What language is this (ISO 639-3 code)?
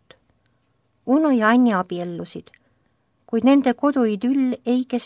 est